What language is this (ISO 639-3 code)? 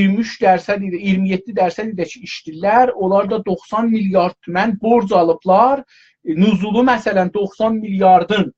azb